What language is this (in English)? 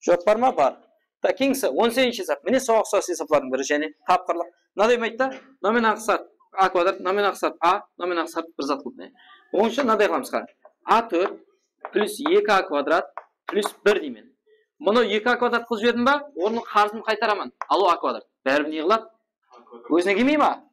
Kara-Kalpak